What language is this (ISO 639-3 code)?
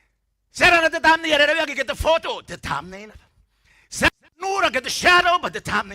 gil